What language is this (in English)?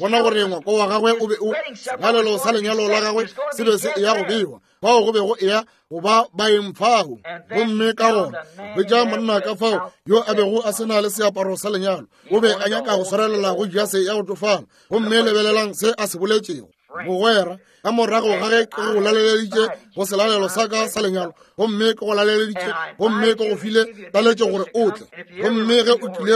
Northern Sotho